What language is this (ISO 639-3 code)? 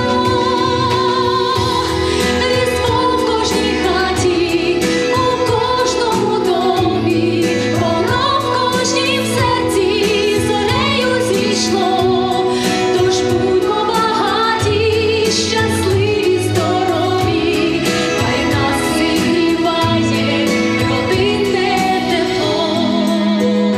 ukr